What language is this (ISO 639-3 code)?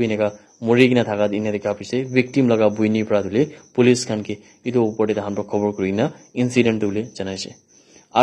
nag